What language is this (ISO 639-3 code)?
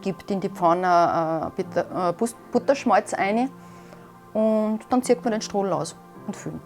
bar